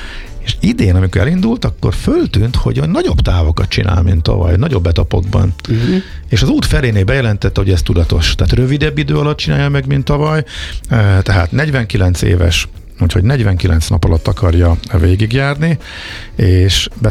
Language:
Hungarian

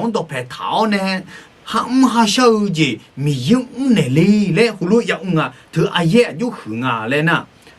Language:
Akha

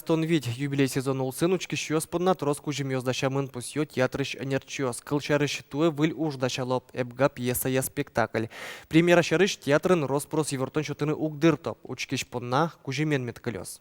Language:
Udmurt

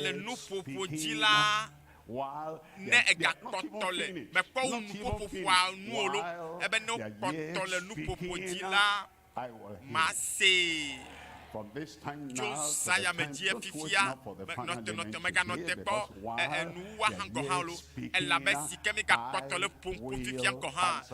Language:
Ewe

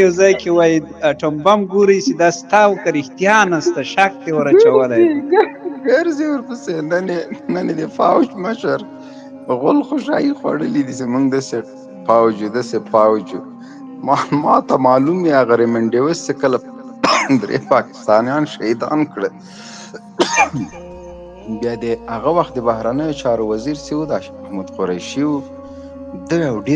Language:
Pashto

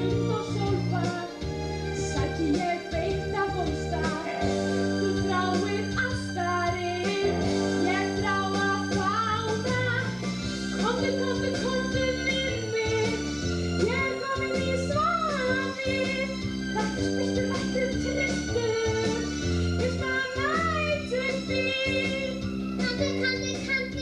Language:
Icelandic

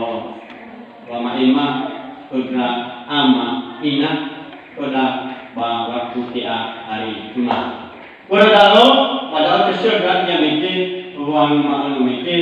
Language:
Nias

